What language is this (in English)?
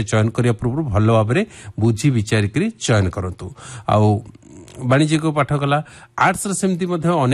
Odia